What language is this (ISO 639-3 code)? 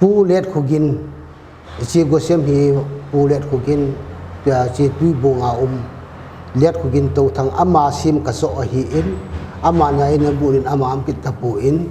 pck